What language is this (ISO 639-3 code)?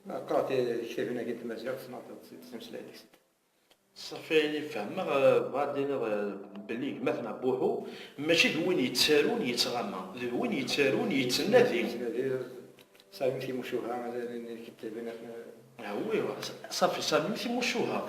kab